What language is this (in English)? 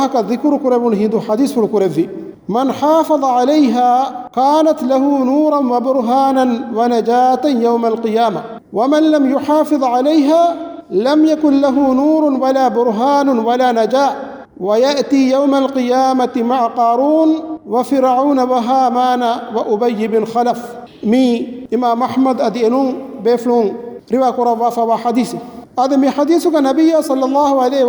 Divehi